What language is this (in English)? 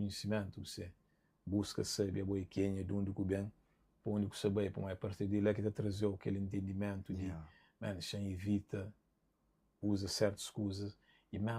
Kabuverdianu